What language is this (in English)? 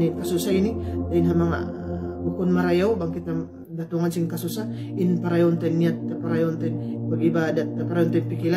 Tausug